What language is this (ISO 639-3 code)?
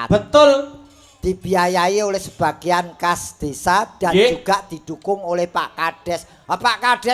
jav